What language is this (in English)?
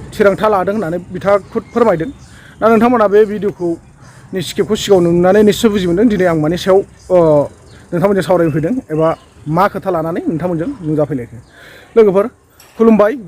Bodo